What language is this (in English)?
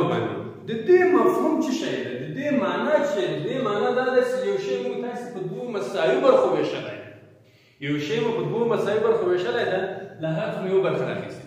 Pashto